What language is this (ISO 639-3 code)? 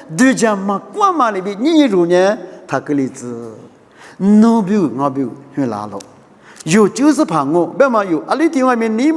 lis